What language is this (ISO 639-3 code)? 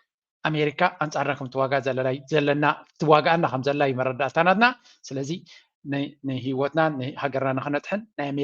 tir